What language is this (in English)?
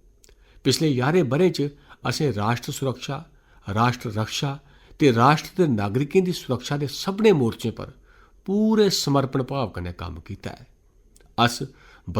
Dogri